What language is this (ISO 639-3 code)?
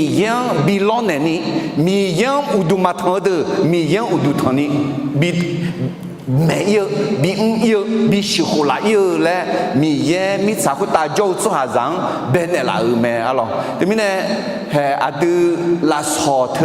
ahk